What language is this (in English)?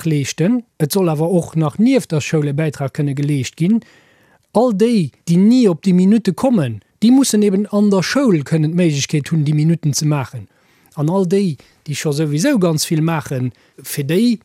Luxembourgish